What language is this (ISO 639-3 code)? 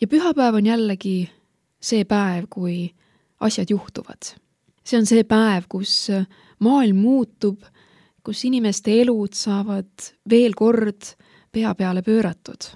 est